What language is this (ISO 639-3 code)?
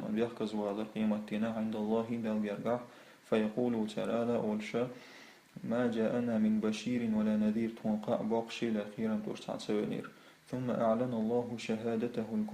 che